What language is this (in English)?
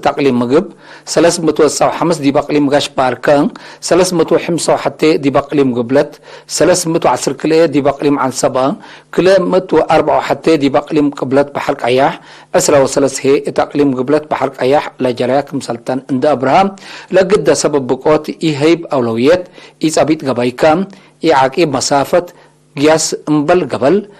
Tigre